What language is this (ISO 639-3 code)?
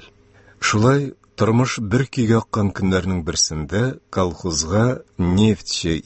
tat